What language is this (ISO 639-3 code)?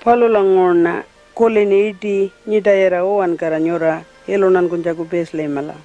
pjt